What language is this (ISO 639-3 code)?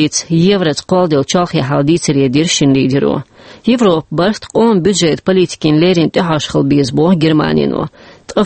che